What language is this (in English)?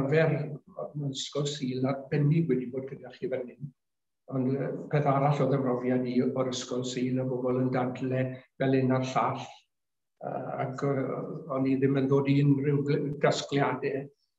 Welsh